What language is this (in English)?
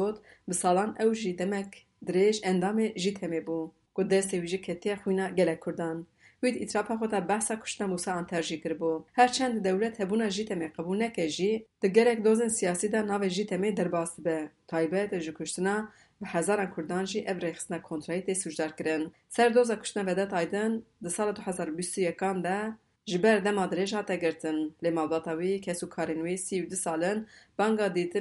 Kurdish